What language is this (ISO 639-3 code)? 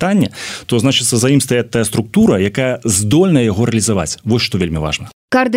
bel